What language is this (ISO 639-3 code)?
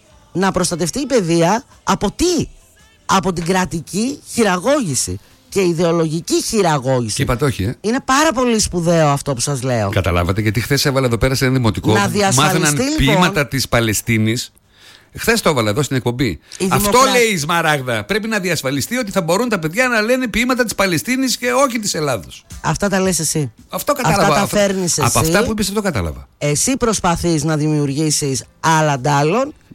ell